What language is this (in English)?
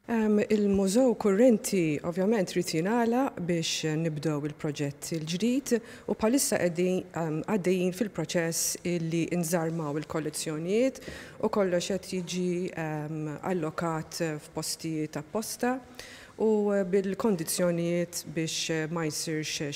Maltese